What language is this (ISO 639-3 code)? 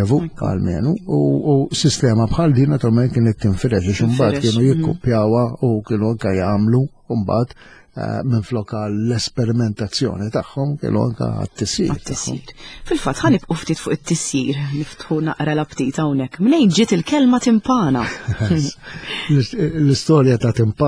mlt